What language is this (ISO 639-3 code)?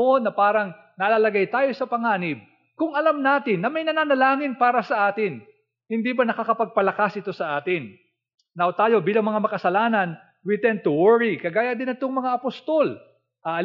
fil